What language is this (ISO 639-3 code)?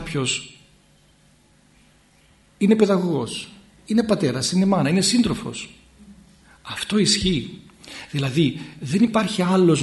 ell